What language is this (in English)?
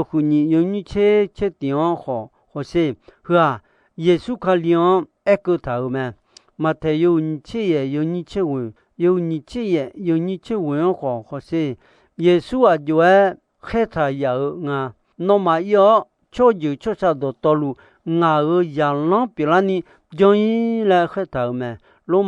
Akha